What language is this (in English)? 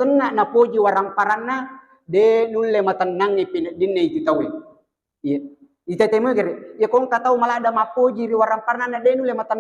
Buginese